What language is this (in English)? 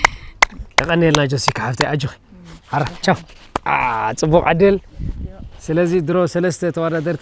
Tigrinya